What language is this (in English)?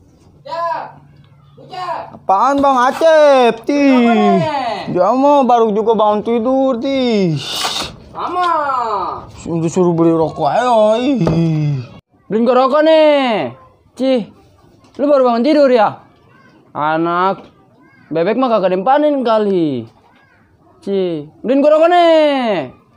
Betawi